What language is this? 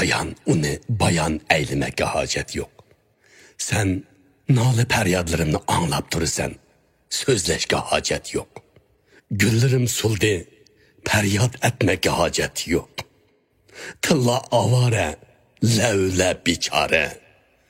Uyghur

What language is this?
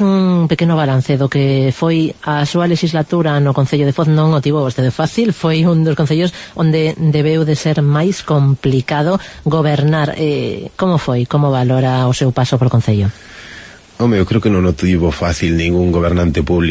Galician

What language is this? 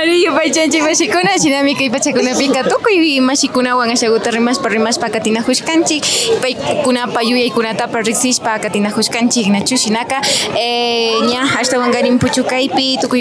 Imbabura Highland Quichua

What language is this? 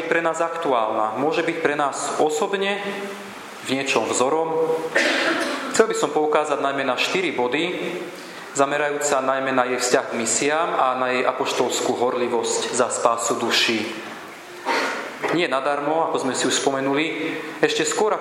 Slovak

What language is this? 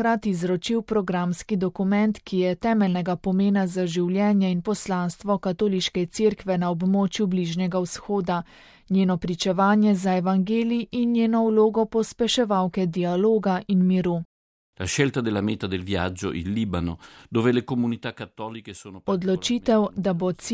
Slovenian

